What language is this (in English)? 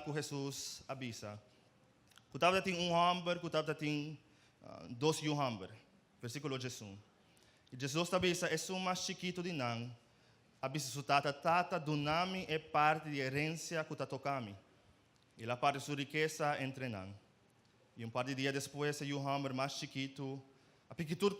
Papiamento